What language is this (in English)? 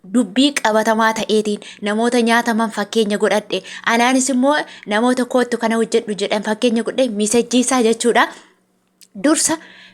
Oromo